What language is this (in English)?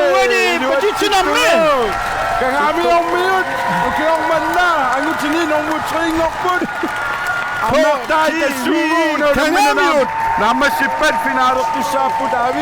Kalaallisut